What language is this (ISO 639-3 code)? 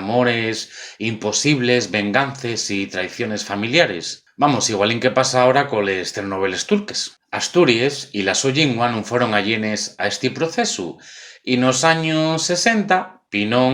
ast